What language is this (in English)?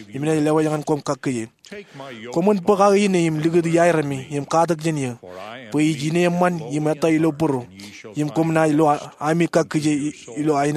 Marshallese